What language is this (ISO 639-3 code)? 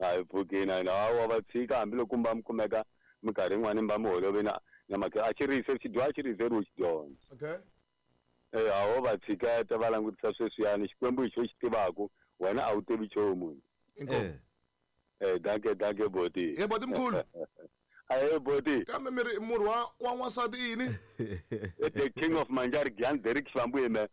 tso